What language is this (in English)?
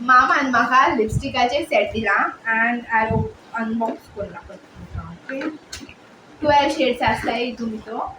Konkani